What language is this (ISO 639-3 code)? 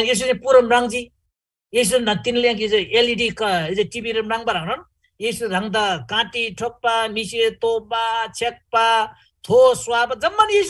taj